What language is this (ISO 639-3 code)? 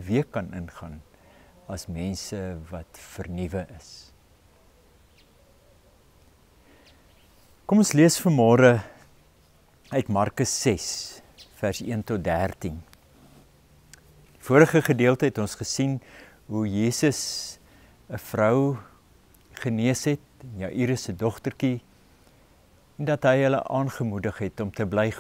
afr